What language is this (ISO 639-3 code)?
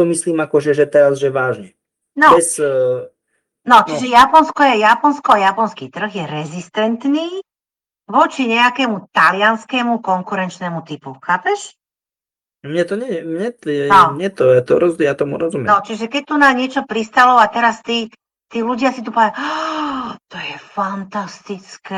slk